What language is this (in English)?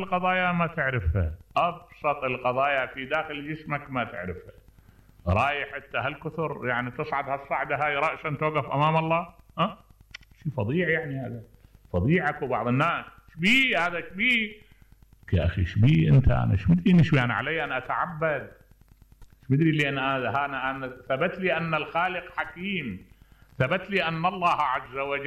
Mesopotamian Arabic